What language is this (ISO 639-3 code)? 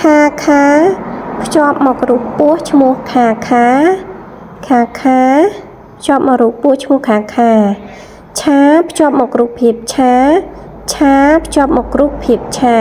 khm